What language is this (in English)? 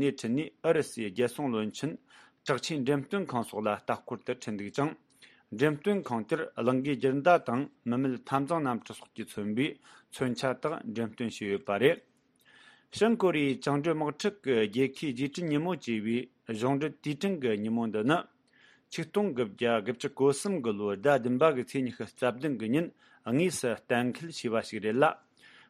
Tibetan